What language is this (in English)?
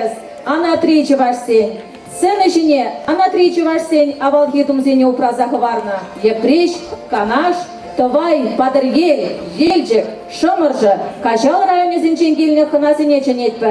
Chuvash